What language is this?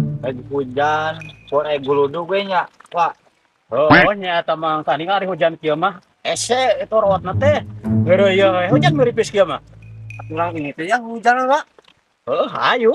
Sundanese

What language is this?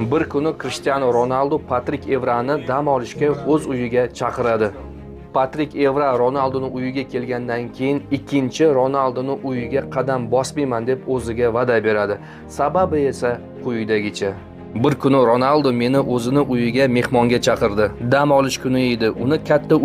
Uzbek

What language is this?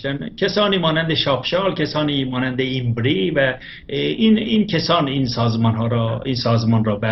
Persian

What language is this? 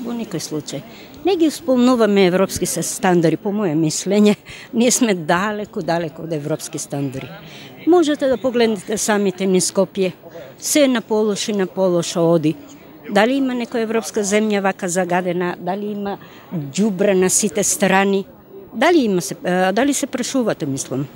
Macedonian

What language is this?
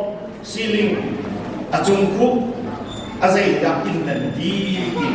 Hakha Chin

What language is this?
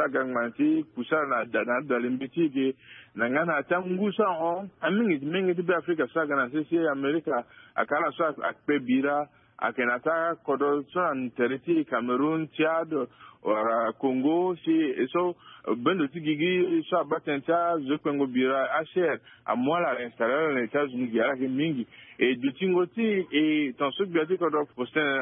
Sango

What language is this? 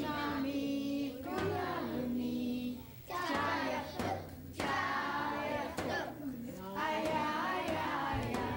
Central Yupik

